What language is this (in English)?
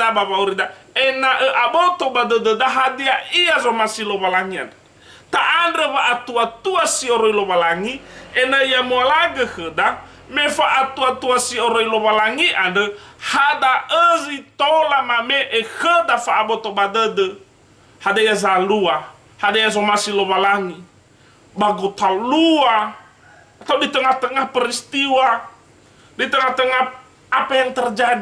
Nias